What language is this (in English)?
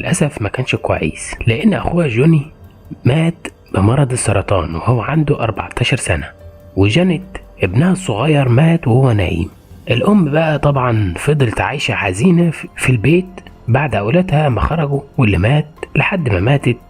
Egyptian Arabic